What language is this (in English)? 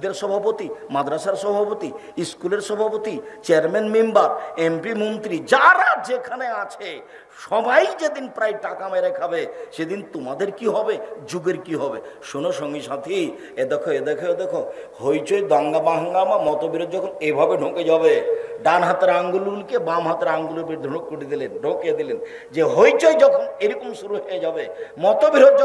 Bangla